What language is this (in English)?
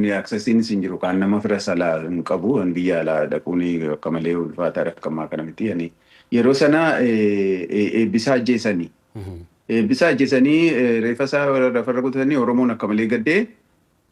Oromo